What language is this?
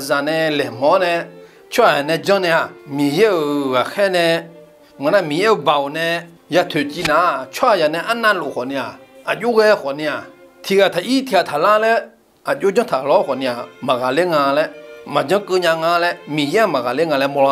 Akha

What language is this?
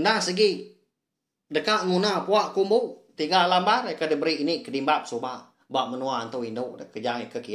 Iban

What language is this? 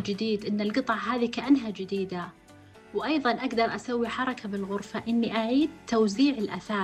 Najdi Arabic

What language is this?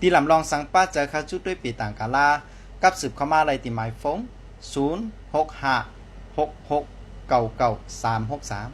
Shan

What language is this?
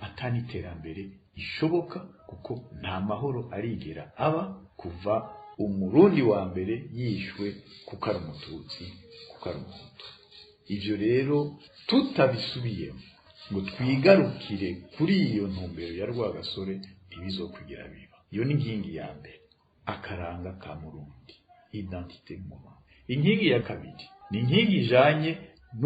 Rundi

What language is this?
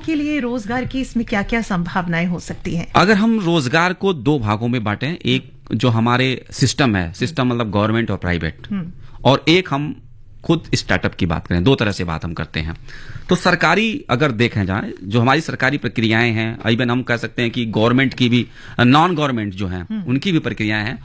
Hindi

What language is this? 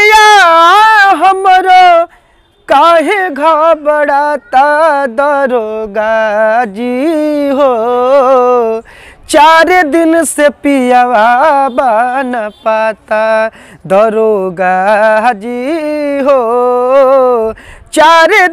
Bhojpuri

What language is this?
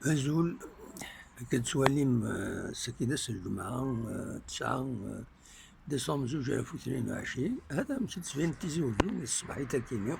Kabyle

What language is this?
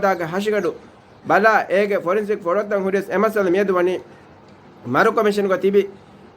Divehi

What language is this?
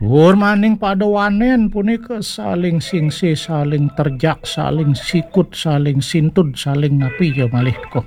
Balinese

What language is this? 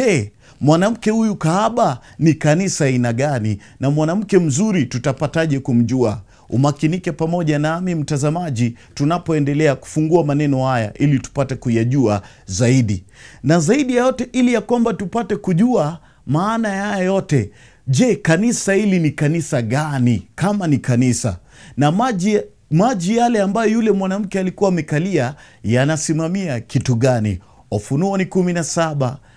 Swahili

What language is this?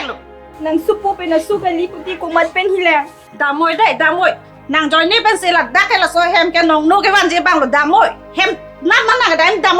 Karbi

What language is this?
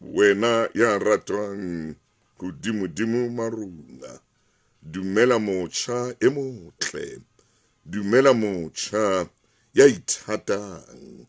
Southern Sotho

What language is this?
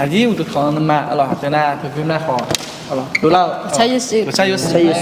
Akha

